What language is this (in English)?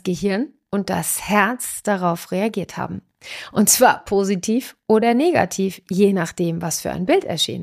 German